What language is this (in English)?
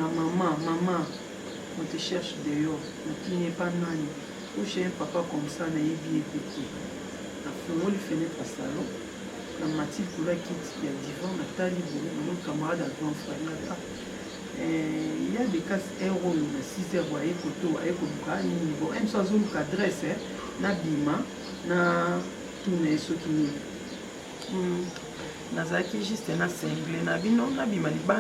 Lingala